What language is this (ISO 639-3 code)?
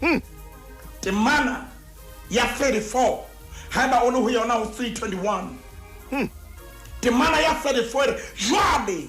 sot